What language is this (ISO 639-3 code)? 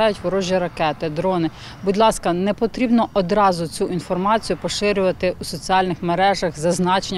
ukr